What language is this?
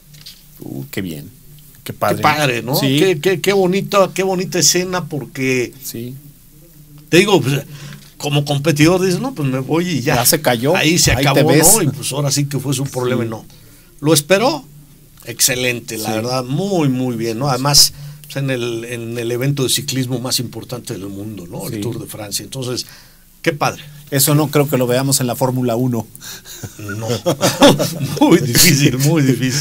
Spanish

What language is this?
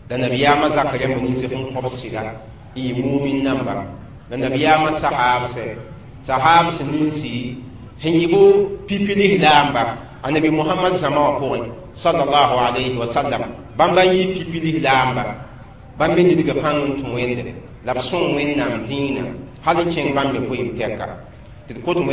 Mossi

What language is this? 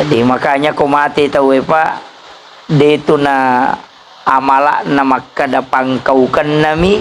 Buginese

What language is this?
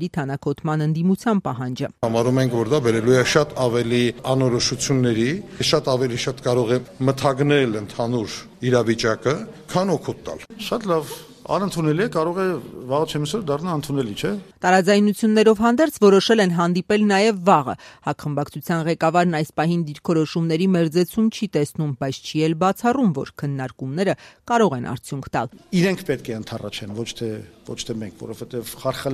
Armenian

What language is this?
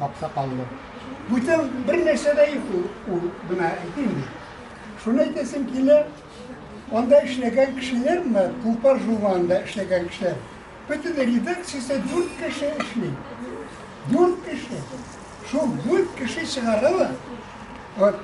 Tatar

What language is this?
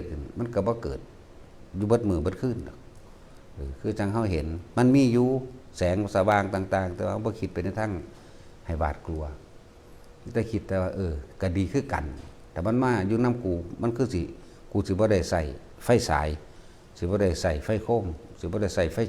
Northeastern Thai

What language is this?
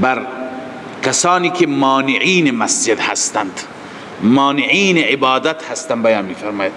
Persian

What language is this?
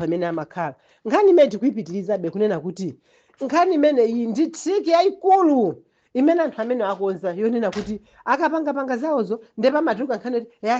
Nyanja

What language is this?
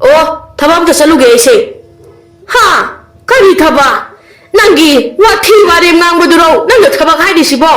Manipuri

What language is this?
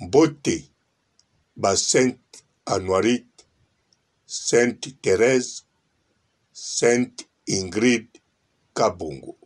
Lingala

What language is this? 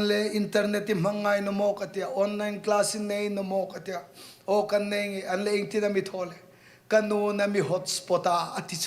Hmar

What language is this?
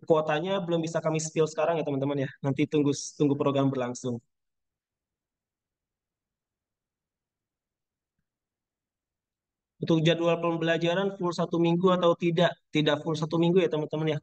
Indonesian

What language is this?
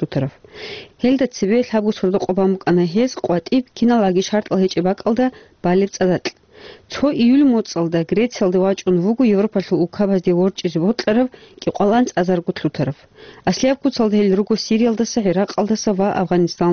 Avaric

